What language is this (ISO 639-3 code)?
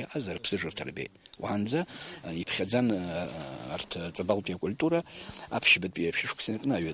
abk